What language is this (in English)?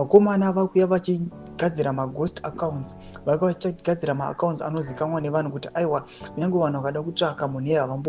Shona